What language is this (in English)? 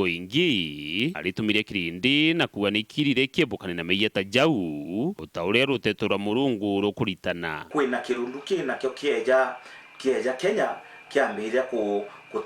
Meru